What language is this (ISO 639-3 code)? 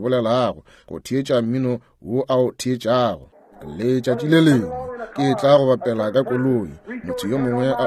nso